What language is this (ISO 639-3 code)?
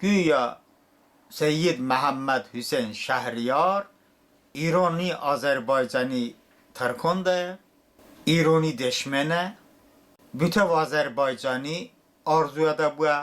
tly